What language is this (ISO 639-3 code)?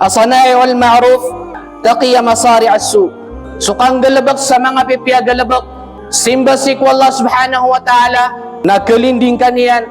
mrw